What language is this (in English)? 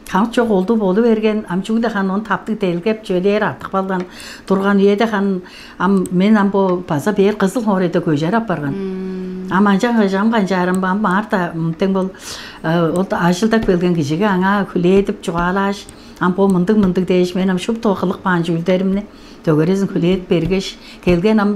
Tuvinian